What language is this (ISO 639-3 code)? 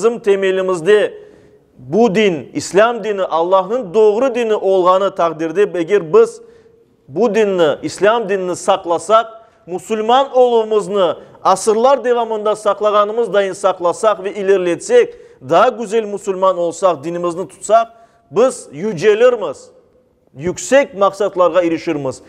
crh